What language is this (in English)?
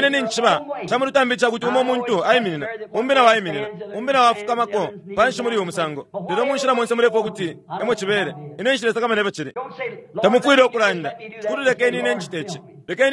Bemba